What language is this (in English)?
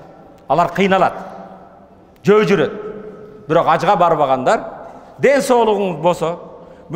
Kyrgyz